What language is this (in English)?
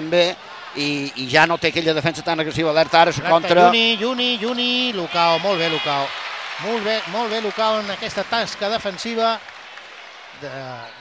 Catalan